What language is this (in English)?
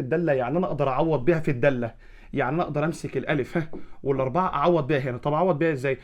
Egyptian Arabic